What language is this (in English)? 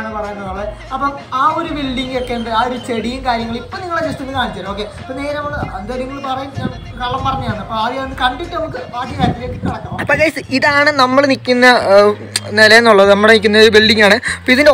Malayalam